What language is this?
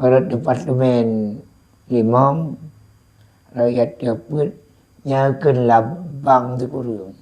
Achinese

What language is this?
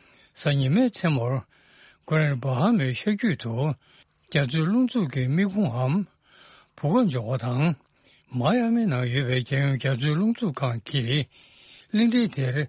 Tibetan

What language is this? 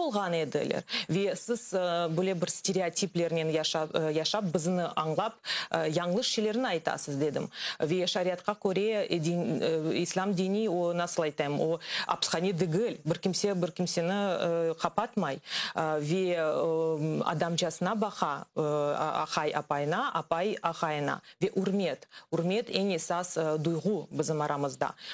Crimean Tatar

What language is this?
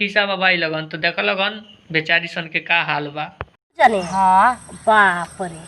Bhojpuri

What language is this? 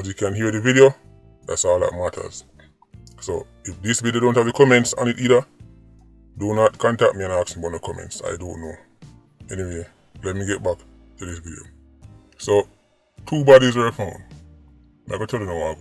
Jamaican Creole English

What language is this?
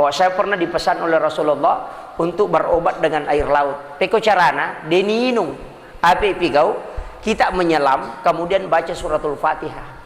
Buginese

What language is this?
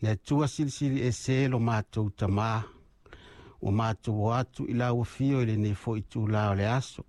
Samoan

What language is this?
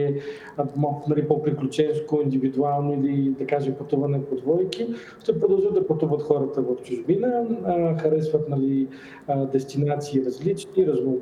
Bulgarian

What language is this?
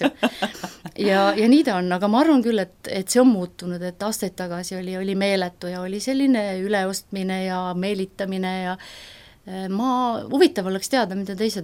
Estonian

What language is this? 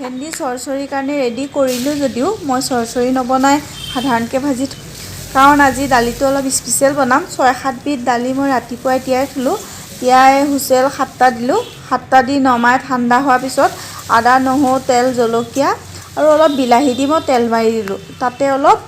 Assamese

